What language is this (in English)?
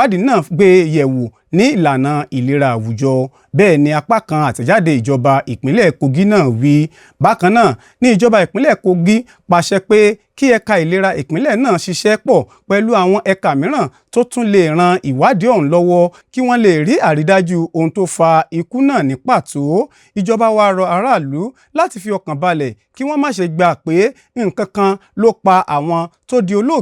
Yoruba